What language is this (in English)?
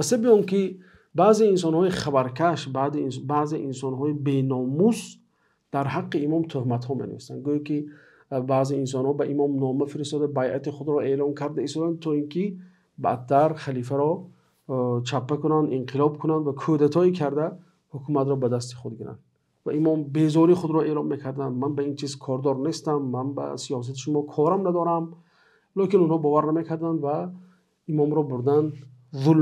Tajik